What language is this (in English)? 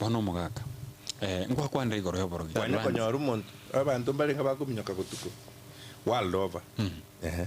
Gusii